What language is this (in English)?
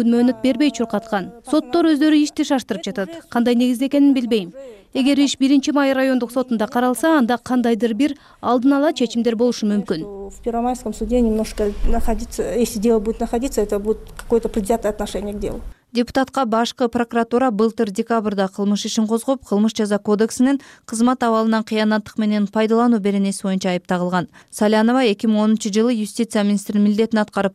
Kyrgyz